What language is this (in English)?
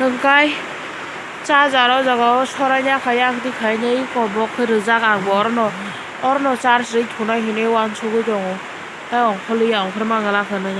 Kok Borok